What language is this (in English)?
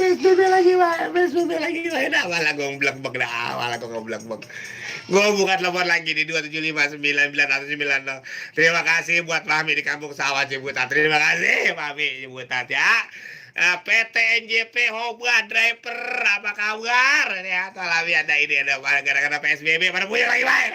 Betawi